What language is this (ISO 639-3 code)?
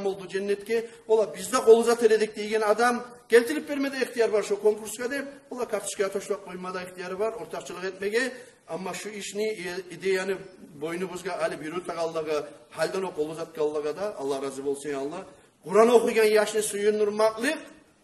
kum